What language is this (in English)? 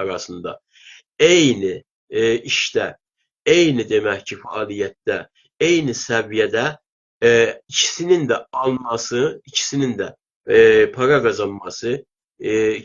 South Azerbaijani